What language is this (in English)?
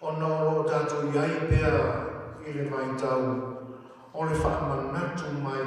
Samoan